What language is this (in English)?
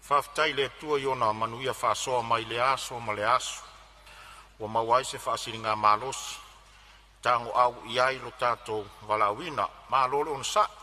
Samoan